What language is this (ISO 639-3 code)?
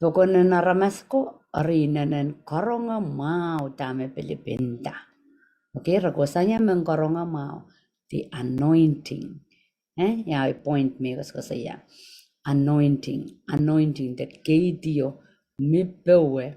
pon